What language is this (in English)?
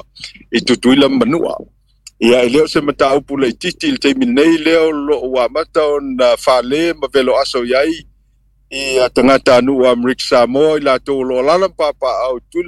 Samoan